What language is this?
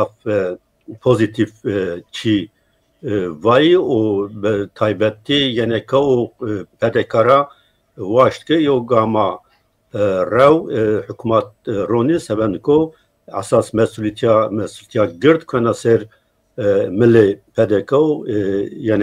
Zaza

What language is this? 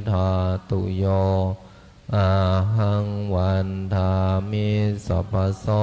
Pali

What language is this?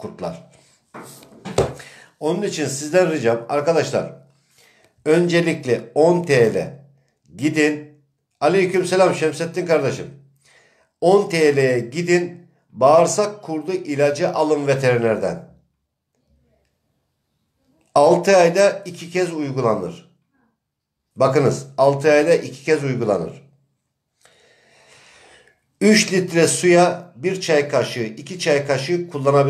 Turkish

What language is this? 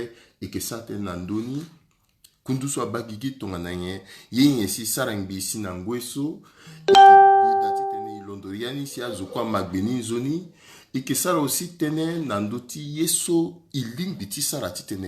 Sango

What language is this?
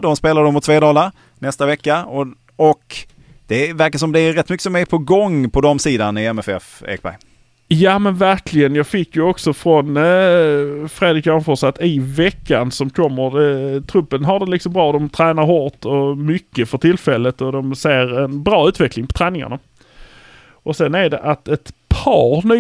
Swedish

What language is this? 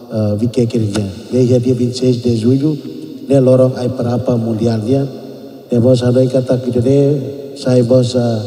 Tetum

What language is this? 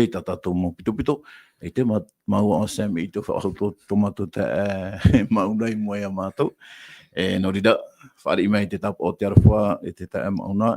Tahitian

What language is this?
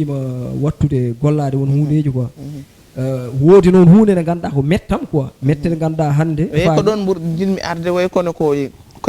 Fula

